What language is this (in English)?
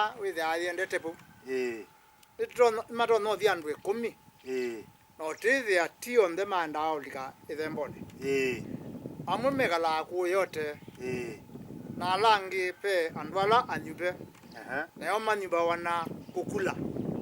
Kamba